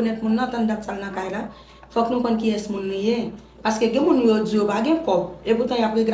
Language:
Haitian Creole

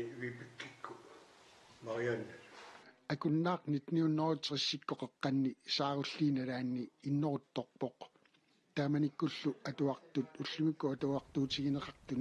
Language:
Kalaallisut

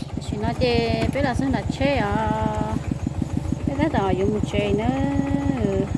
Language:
Hmong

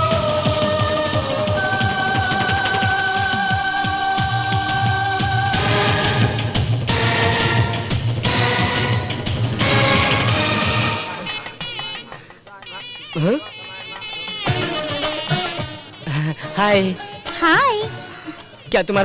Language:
Hindi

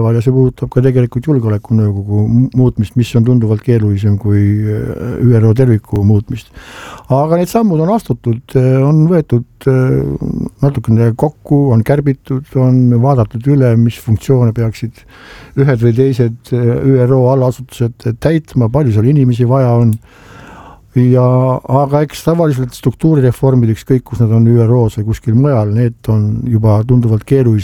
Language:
Estonian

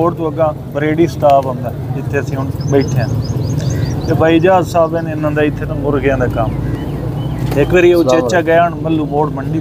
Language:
Punjabi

